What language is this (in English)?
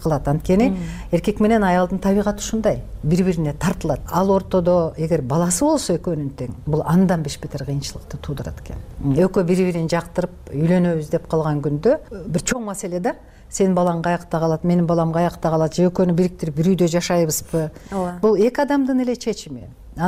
Kyrgyz